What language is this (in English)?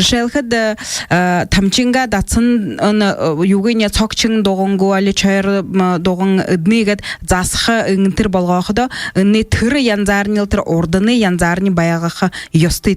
Buriat